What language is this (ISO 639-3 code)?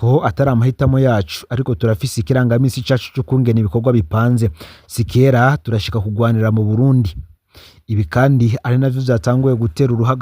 run